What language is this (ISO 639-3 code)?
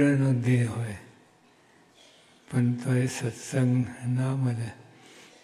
guj